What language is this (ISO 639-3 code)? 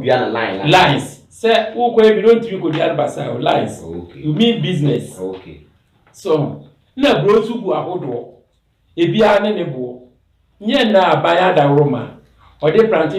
aka